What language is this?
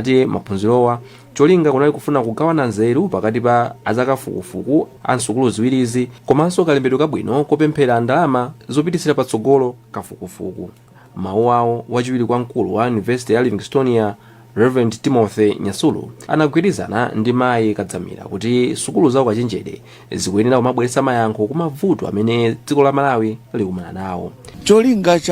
Nyanja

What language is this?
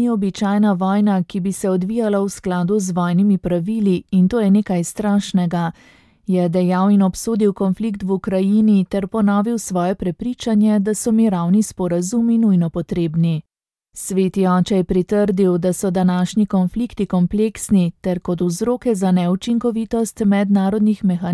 Slovenian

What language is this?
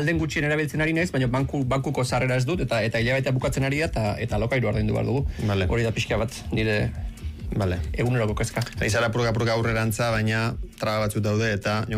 Basque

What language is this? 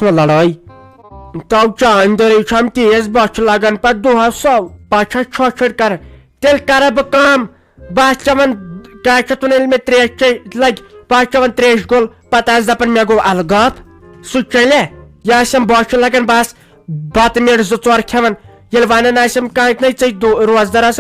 Kashmiri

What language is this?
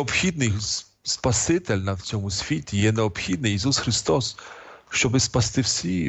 Ukrainian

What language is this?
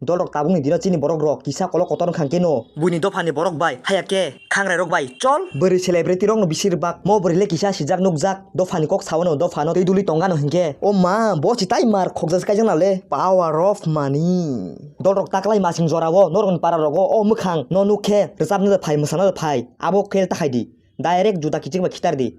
Kok Borok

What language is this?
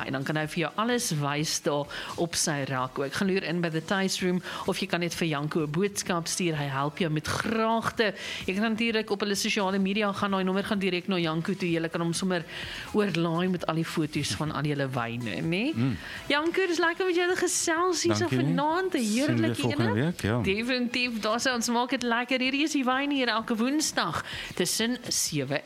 Afrikaans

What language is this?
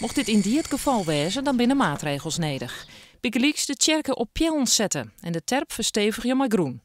Western Frisian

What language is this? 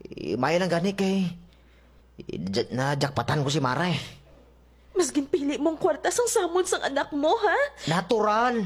Hiligaynon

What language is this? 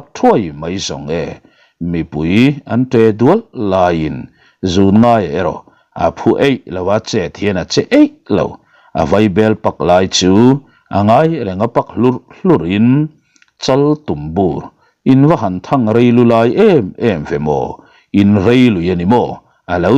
Mizo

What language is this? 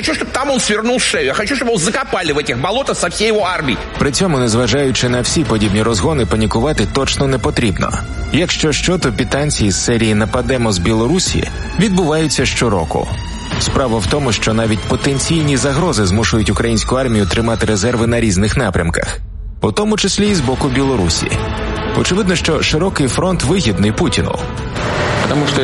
Ukrainian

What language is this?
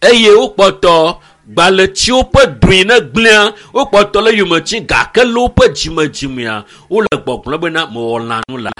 Ewe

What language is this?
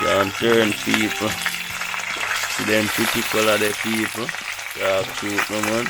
Jamaican Creole English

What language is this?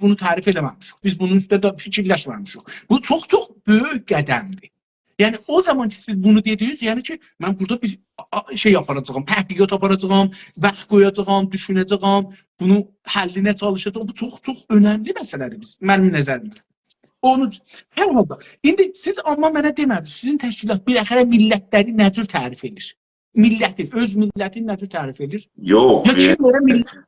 South Azerbaijani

